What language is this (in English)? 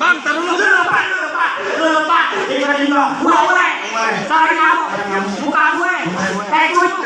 Betawi